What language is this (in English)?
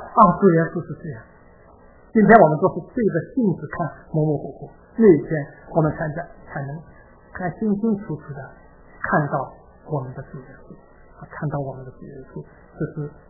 Chinese